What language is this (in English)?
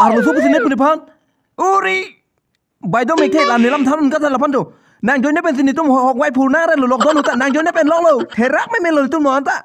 Karbi